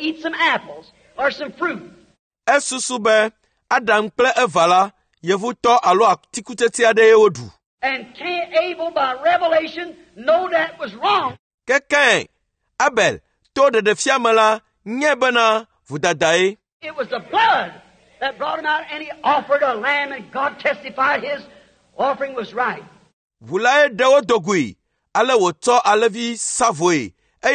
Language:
Ewe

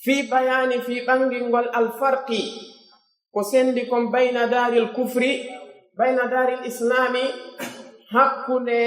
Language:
Pular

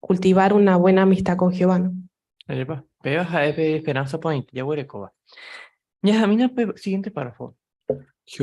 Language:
Guarani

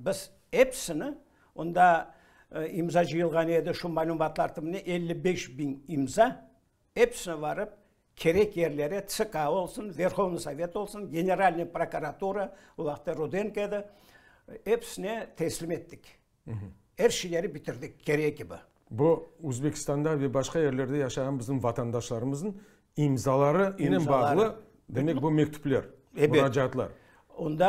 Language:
Crimean Tatar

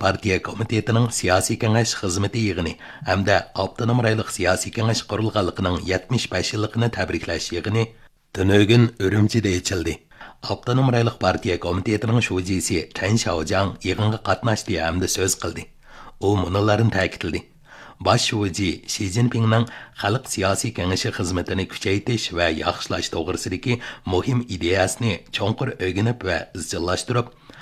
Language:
Uyghur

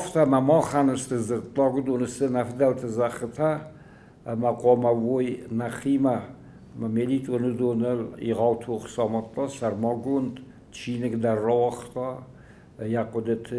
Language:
Ossetic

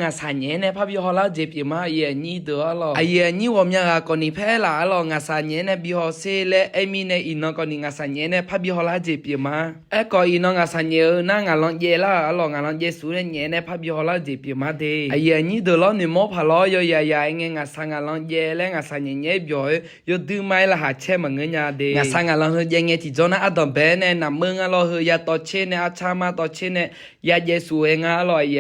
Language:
Akha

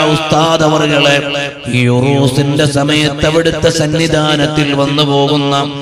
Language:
Malayalam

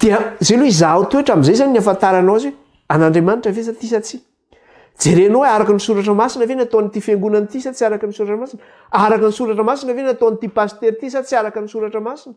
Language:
Malagasy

